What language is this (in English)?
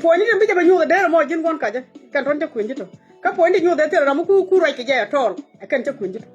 Nuer